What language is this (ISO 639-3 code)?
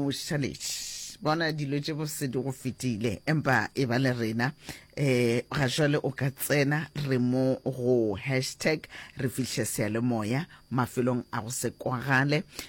nso